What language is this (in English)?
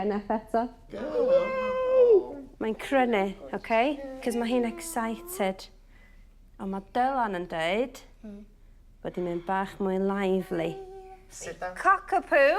Welsh